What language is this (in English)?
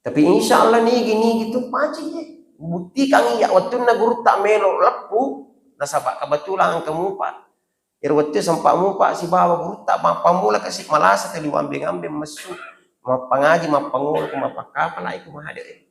Buginese